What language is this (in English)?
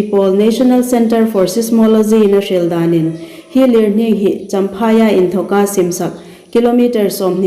Hmar